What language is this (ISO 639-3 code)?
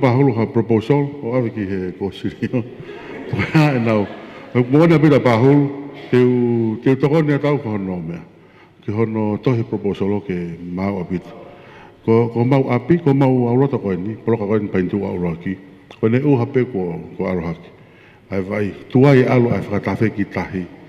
ton